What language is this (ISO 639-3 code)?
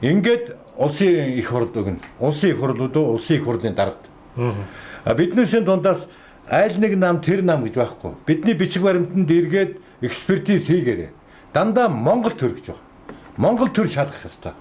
mon